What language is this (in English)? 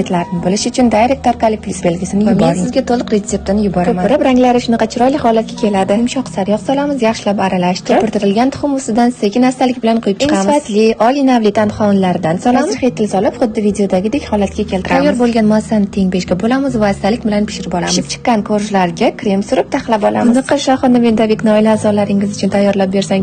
Uzbek